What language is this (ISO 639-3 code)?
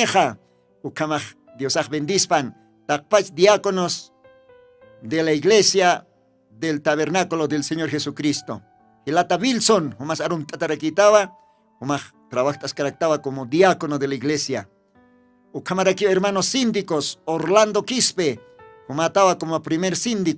aym